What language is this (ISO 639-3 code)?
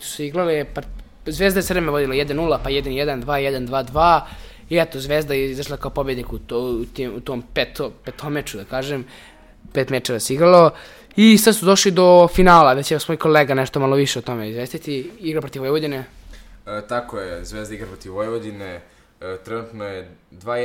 srp